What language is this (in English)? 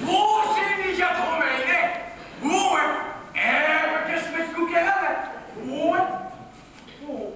Limburgish